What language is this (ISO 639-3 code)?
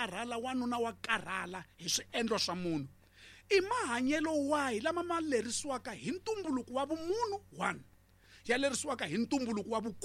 tso